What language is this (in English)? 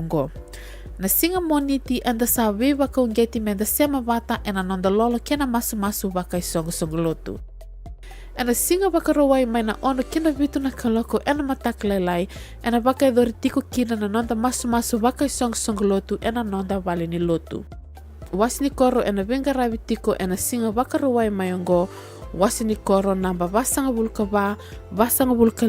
Fijian